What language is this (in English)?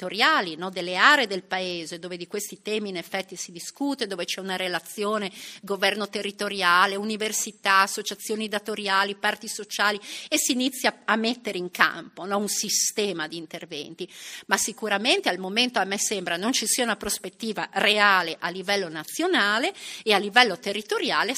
Italian